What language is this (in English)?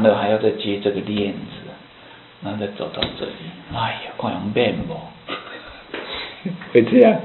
Chinese